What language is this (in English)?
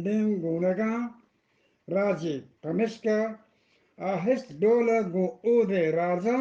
Eastern Balochi